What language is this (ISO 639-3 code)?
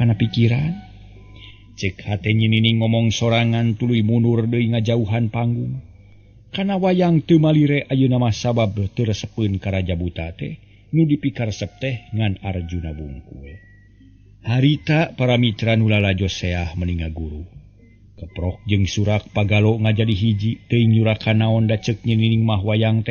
sun